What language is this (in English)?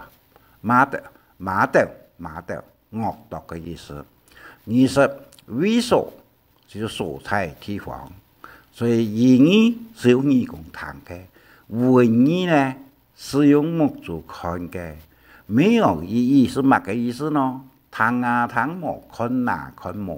Hakka Chinese